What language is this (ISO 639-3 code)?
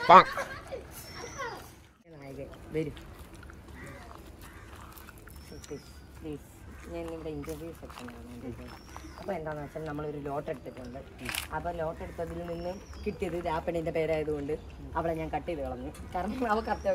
mal